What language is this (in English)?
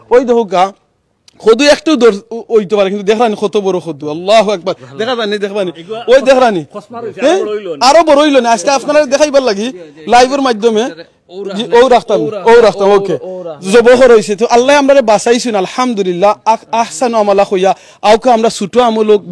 Sylheti